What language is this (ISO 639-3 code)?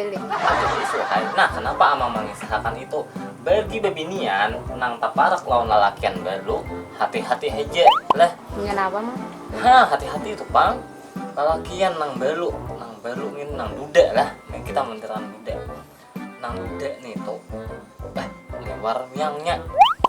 bjn